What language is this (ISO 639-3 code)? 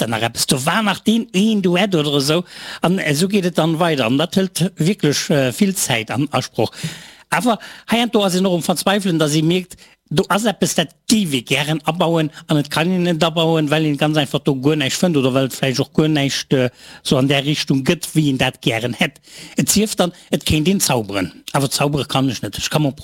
ltz